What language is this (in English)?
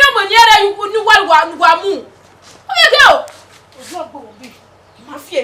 Bini